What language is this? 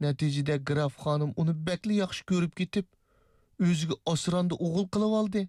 Uyghur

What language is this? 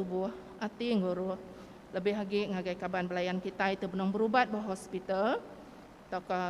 Iban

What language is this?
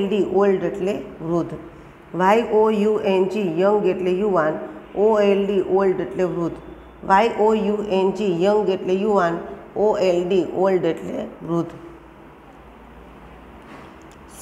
Gujarati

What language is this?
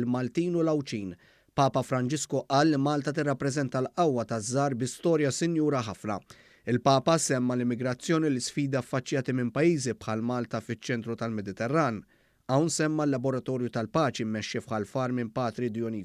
Maltese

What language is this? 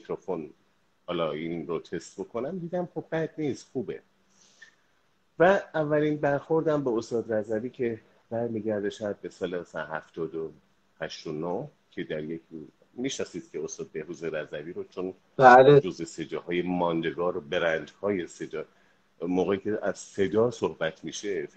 Persian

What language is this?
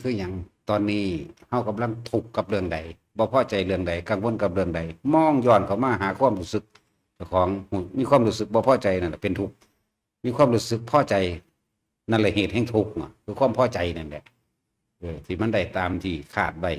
Northeastern Thai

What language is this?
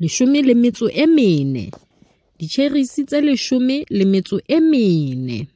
Southern Sotho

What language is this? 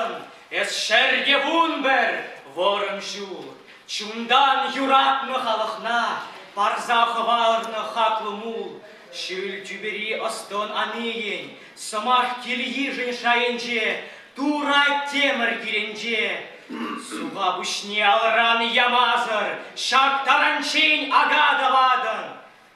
Chuvash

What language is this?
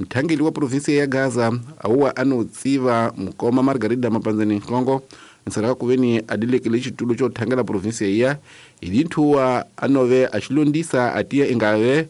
Tsonga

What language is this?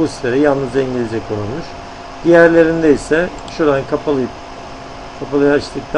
Turkish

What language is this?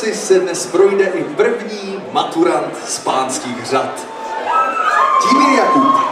Czech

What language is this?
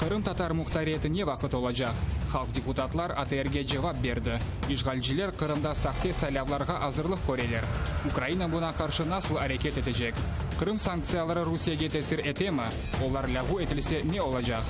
Crimean Tatar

